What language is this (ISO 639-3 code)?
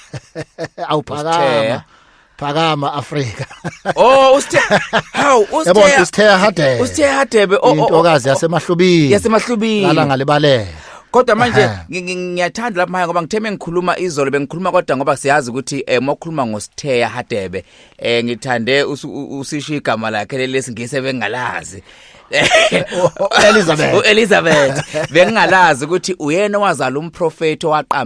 zul